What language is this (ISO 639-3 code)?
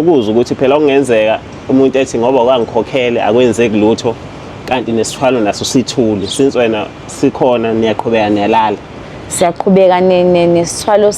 zul